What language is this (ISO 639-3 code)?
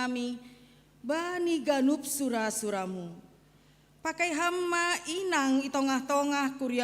bts